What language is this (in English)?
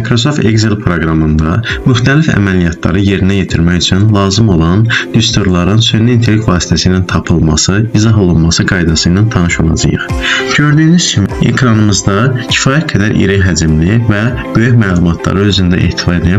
Azerbaijani